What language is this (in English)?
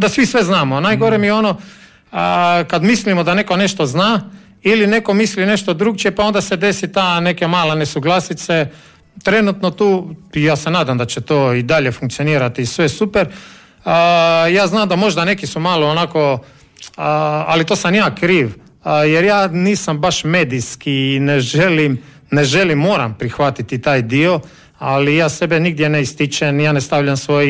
Croatian